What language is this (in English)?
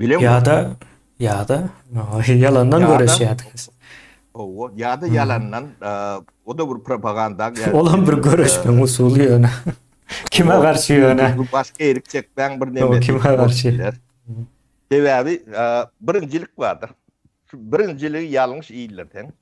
Turkmen